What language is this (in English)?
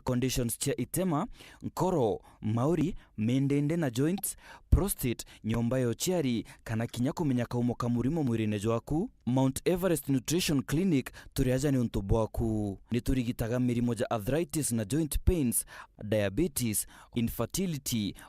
Meru